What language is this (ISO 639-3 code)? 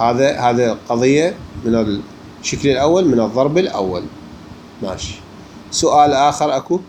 acm